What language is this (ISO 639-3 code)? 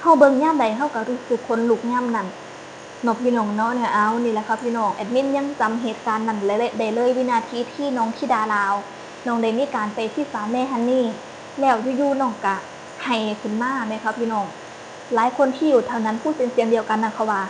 tts